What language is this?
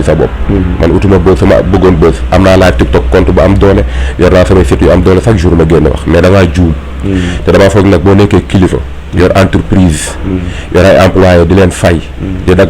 Wolof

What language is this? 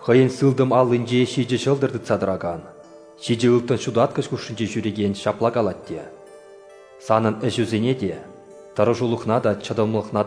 Chuvash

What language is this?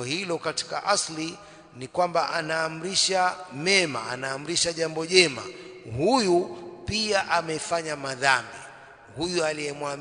Swahili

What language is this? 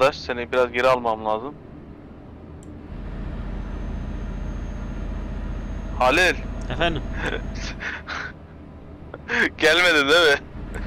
Turkish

